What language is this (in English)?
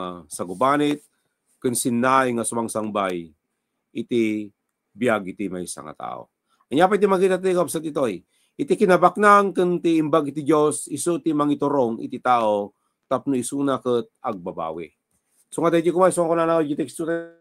Iloko